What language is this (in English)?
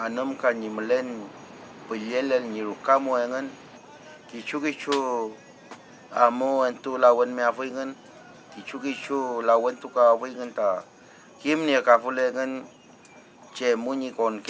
Mapuche